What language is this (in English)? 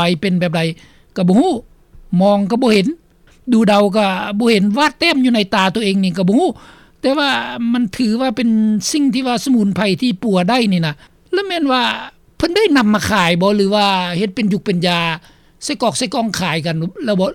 Lao